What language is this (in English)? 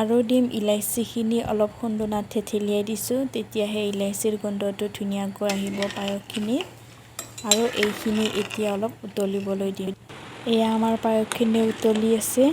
Assamese